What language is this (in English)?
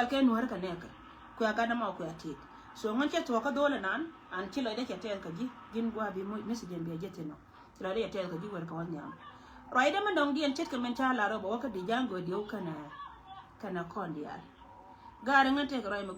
Nuer